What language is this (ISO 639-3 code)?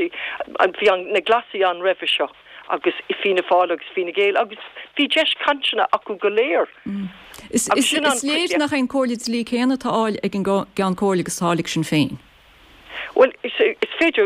gle